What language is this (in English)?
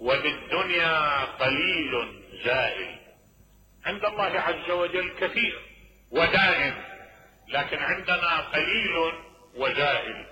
Mesopotamian Arabic